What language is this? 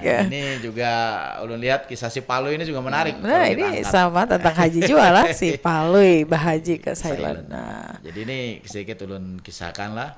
Banjar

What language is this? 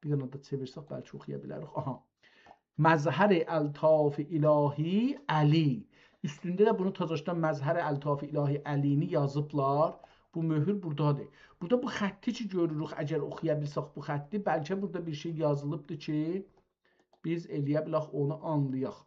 South Azerbaijani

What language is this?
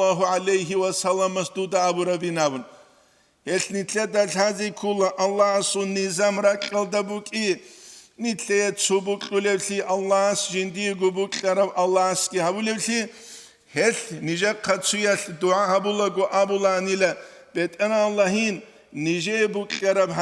Avaric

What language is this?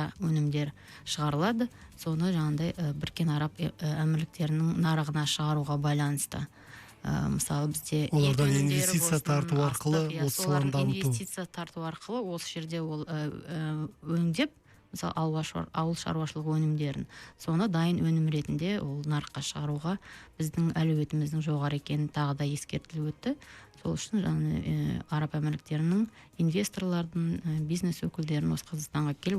Kazakh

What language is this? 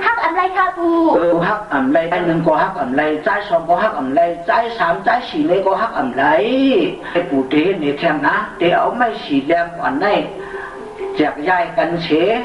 Shan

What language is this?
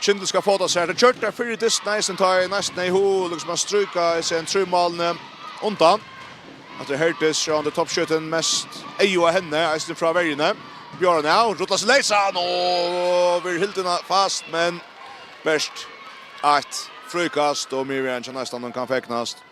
Faroese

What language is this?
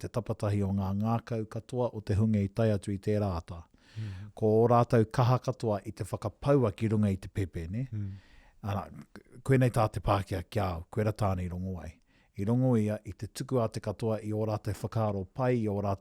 Māori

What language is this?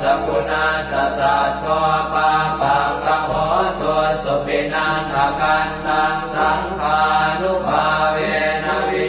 Pali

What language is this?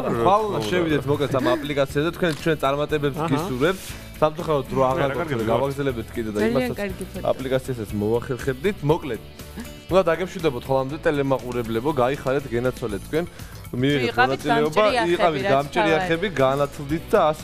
Georgian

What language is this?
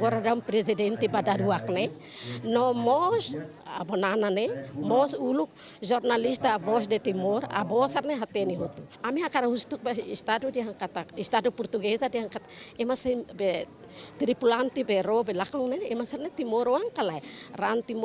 Tetum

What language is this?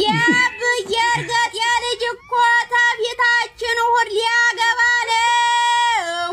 Amharic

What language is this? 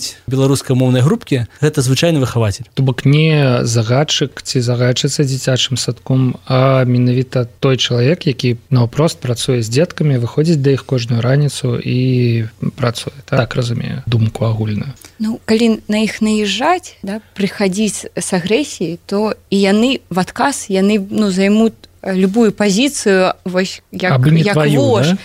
Belarusian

